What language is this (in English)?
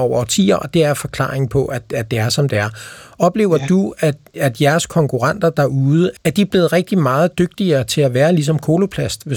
Danish